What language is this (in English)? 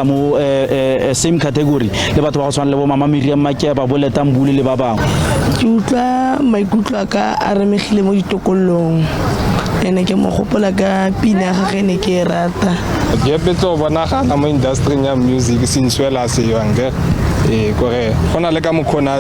Tswana